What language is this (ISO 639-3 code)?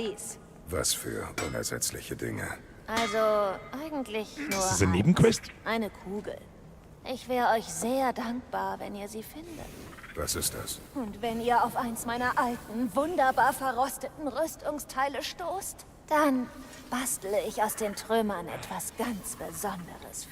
bar